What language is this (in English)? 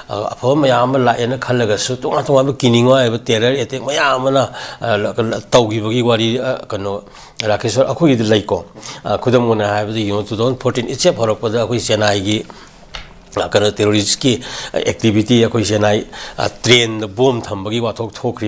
Manipuri